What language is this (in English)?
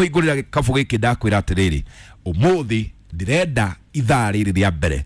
Kikuyu